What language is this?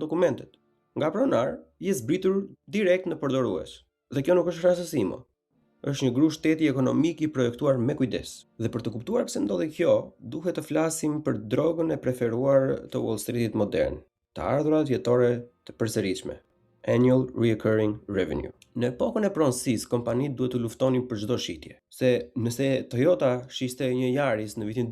Albanian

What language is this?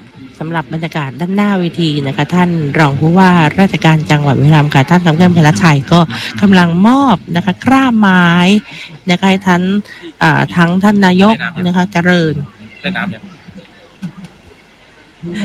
Thai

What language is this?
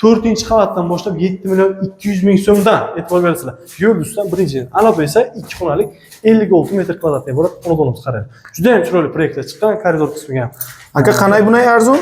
Uzbek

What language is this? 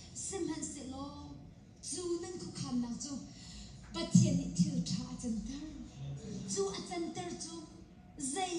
Hakha Chin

